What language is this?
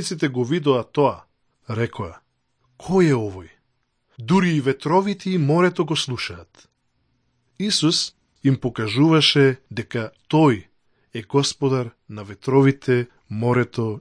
Macedonian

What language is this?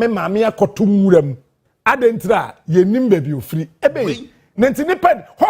Akan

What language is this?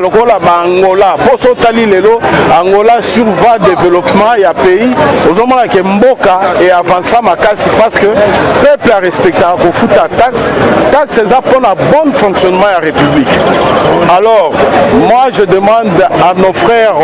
Lingala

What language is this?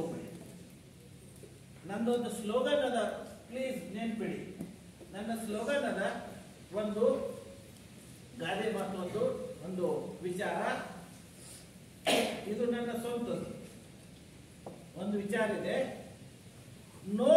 Kannada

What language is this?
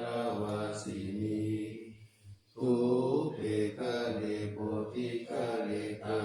Pali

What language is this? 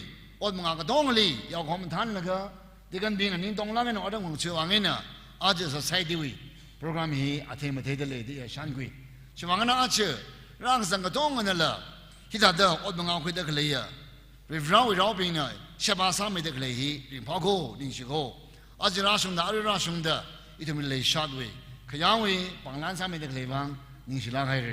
Tangkhul Naga (India)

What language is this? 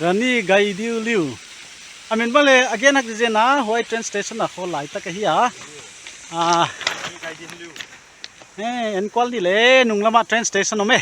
Paite Chin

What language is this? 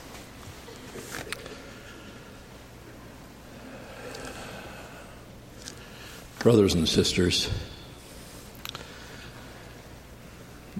Norwegian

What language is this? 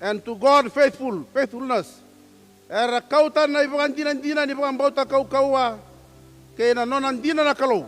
Fijian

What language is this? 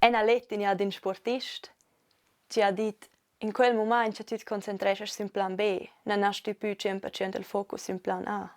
Romansh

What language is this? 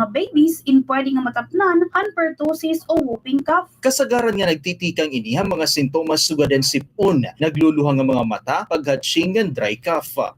Waray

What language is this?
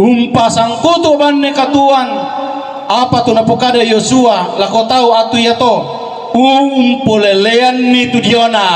Toraja-Sa'dan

